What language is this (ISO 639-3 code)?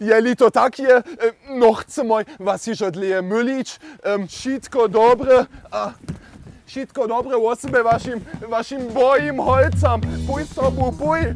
hsb